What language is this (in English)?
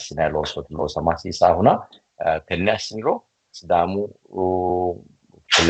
Sidamo